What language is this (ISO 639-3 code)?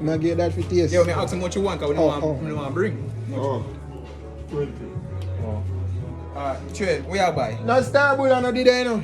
jam